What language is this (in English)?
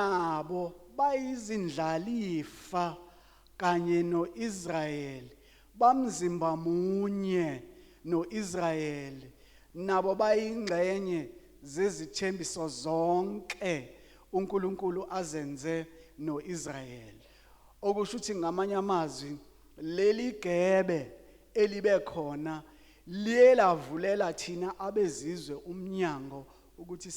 Zulu